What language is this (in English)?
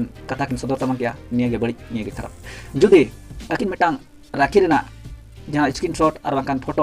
Santali